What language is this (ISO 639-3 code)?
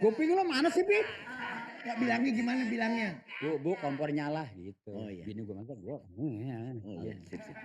bew